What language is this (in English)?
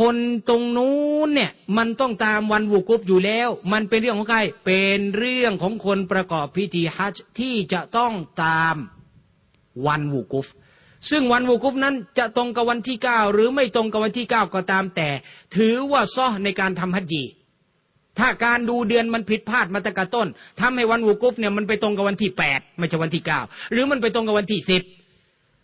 Thai